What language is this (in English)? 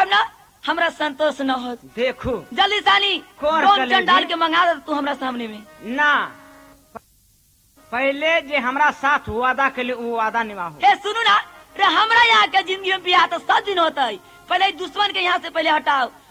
Bhojpuri